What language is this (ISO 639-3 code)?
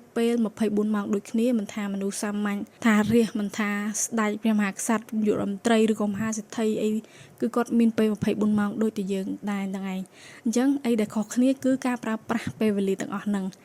khm